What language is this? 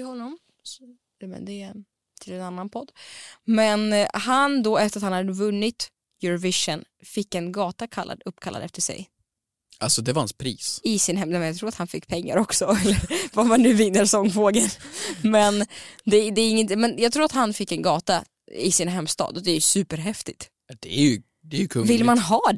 Swedish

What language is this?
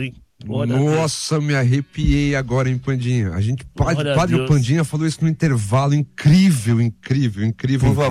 Portuguese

